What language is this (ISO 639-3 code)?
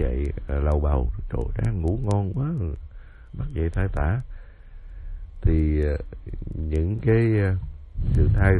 vie